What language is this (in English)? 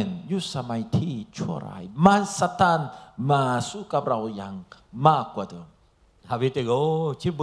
Lahu